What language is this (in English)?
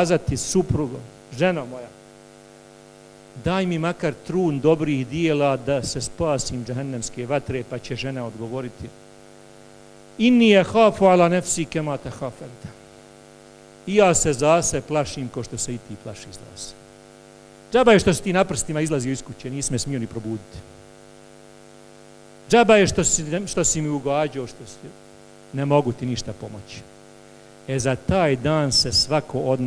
Bosnian